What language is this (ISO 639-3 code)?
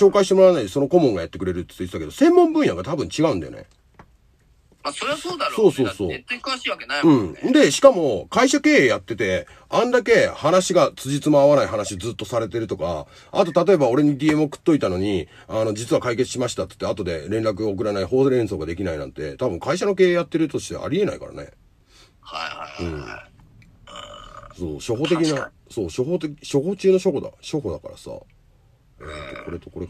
jpn